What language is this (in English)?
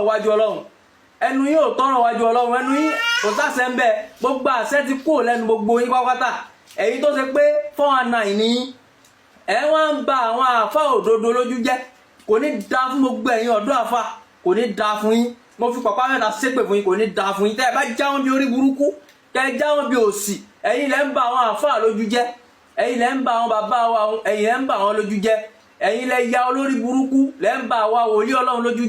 Yoruba